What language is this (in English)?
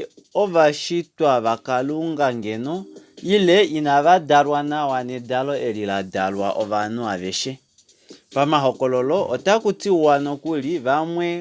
Kuanyama